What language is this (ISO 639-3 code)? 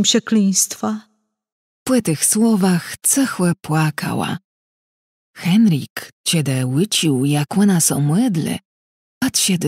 csb